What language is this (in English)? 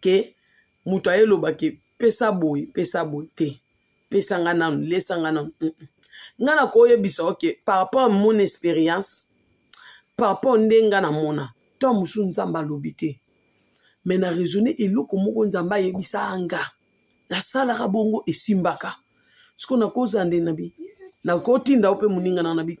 Lingala